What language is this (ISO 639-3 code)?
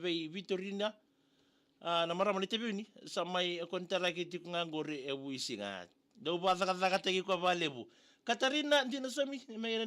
fij